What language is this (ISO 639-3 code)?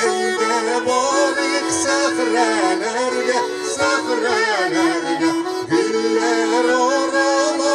tat